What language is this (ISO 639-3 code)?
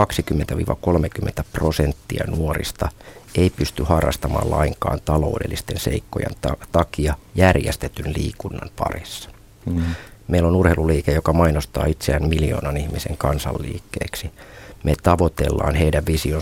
fin